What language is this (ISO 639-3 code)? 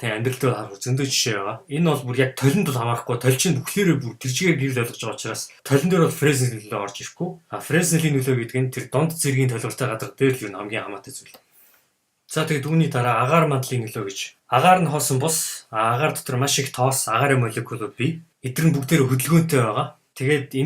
mon